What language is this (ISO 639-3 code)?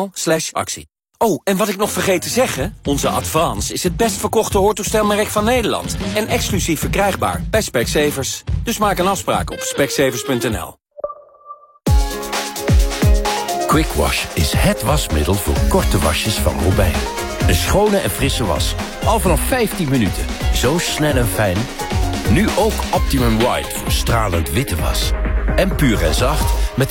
nld